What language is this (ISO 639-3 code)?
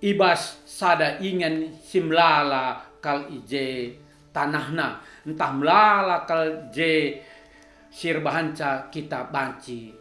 btx